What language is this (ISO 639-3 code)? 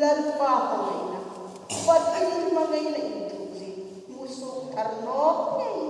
hmr